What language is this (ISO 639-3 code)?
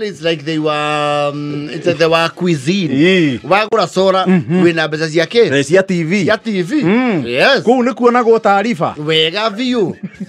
kik